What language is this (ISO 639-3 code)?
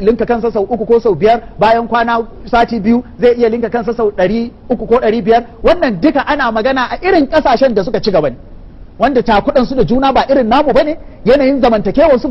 hau